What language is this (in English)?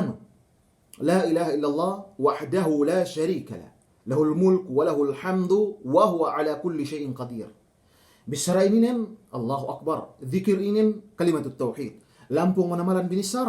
Yakan